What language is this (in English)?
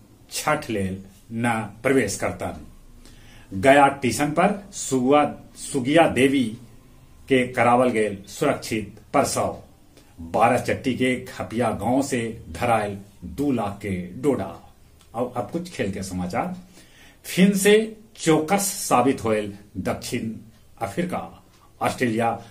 Magahi